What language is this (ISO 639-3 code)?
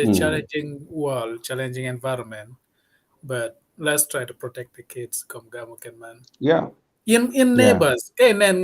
ach